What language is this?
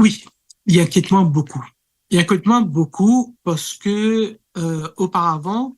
Morisyen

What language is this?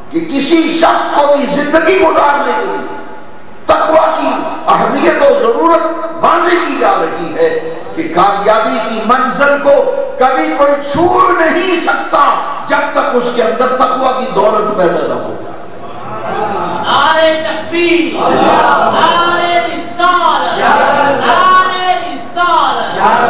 Urdu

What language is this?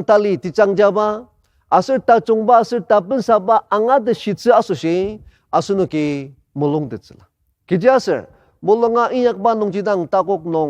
Ao Naga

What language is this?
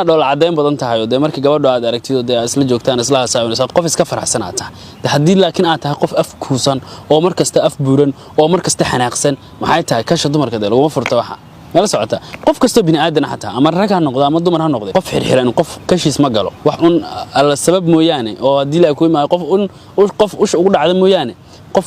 Somali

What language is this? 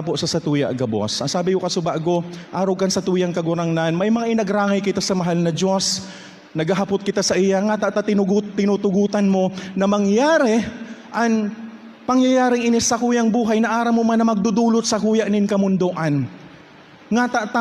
Bikol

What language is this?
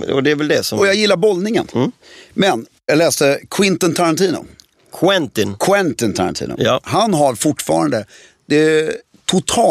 Swedish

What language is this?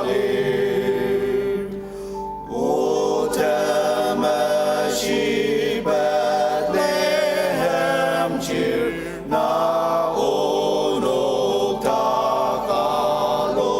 Ao Naga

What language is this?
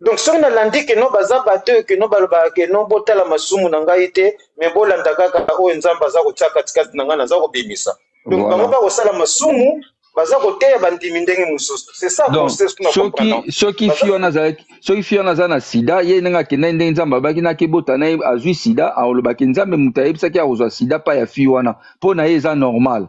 Lingala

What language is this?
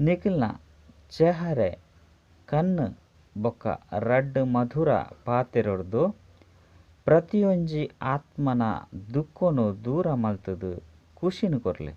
Tulu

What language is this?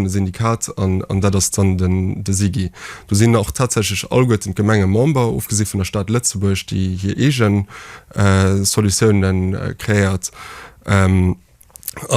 Luxembourgish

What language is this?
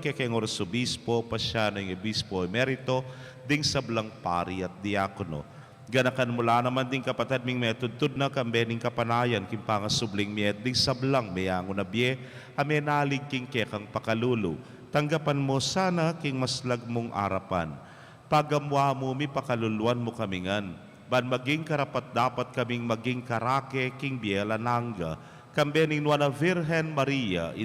Pampanga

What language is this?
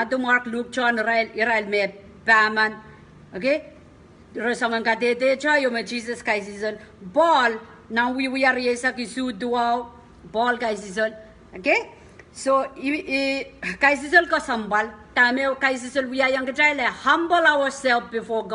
Pohnpeian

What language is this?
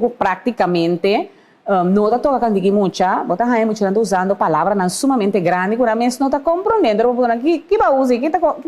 Papiamento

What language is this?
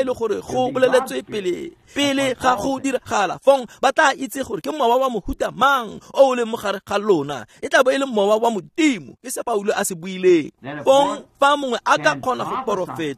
Tswana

